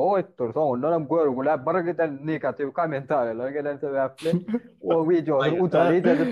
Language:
Turkmen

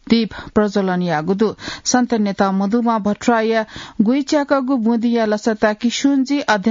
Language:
Newari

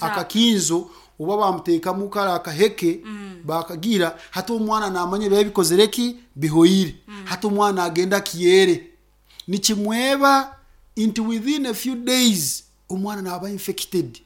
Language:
Nyankole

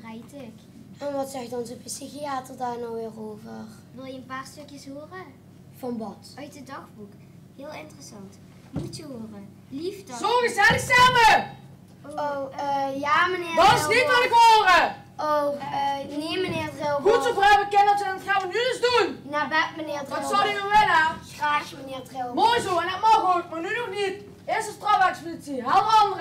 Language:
Limburgish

